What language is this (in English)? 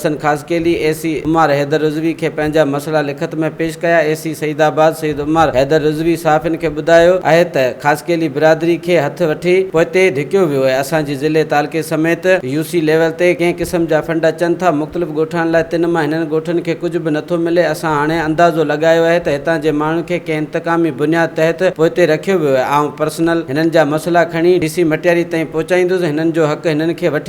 Sindhi